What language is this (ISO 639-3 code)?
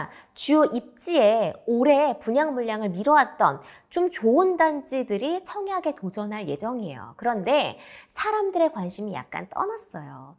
kor